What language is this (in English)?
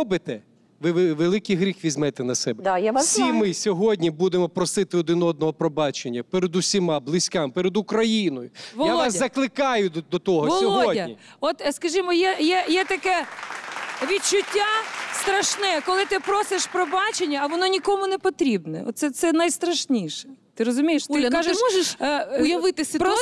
Ukrainian